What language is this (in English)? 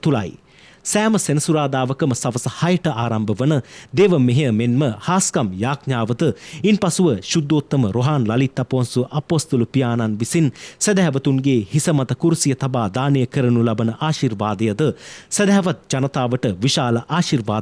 Sinhala